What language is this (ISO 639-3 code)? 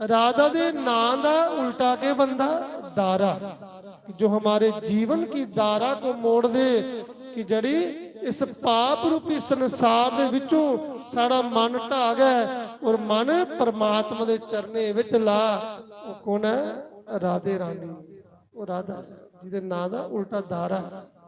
doi